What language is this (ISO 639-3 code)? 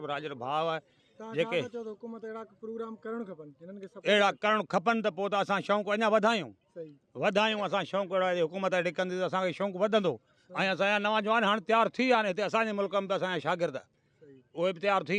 snd